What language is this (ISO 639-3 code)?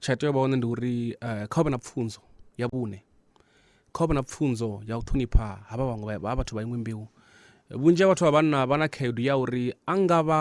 ven